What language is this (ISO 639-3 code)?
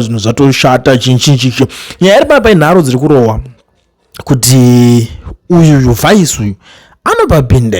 sna